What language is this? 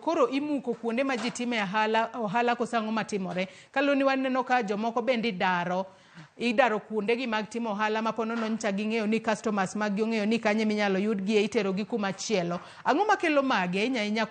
Luo (Kenya and Tanzania)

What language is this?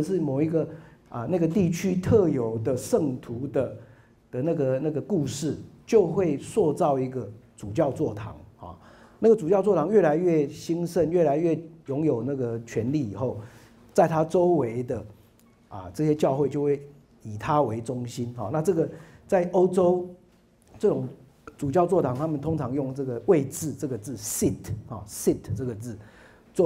Chinese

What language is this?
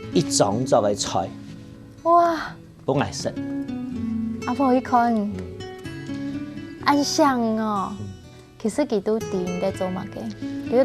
Hakka Chinese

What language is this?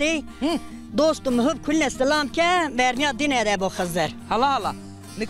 Zaza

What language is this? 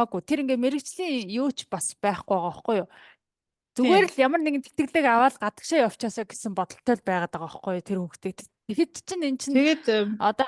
Mongolian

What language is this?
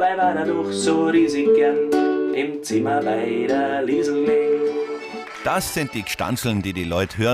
Bavarian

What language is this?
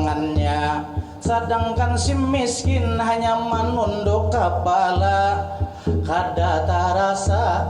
Banjar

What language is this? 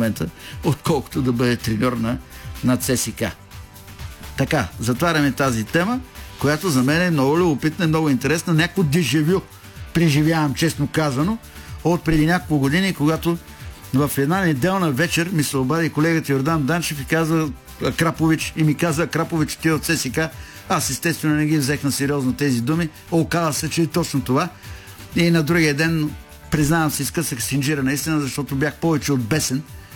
Bulgarian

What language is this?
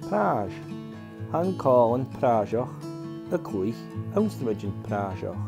Scottish Gaelic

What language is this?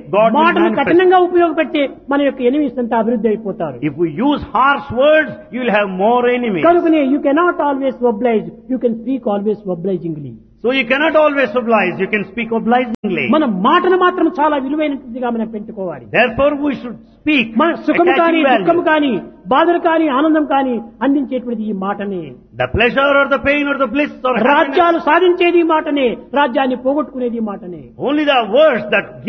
Telugu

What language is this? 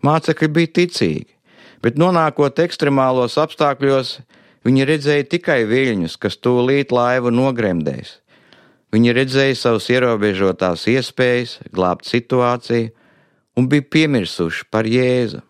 Latvian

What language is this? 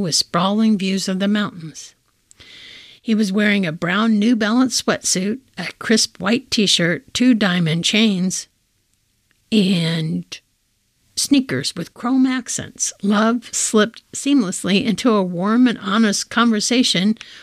English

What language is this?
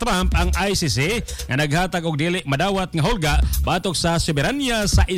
Cebuano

